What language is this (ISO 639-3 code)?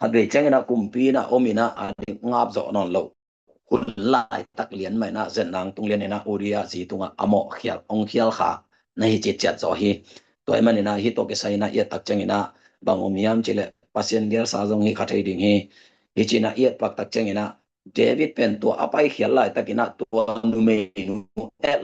ctd